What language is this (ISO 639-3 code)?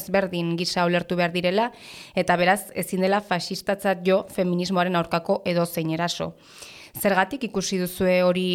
eus